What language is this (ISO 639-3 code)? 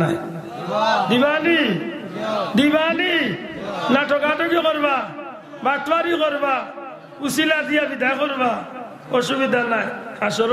syl